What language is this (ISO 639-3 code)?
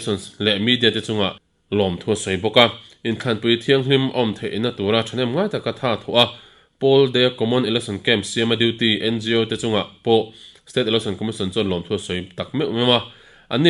lus